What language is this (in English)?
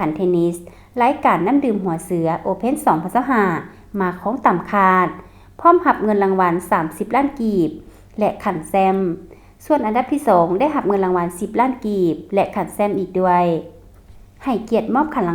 Lao